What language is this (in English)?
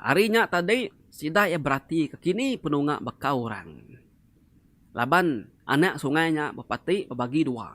Iban